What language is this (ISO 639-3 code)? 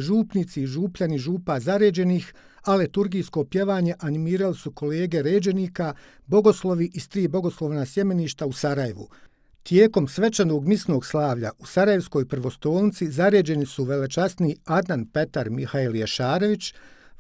bos